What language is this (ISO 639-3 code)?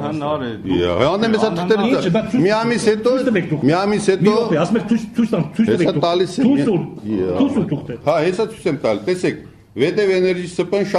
hye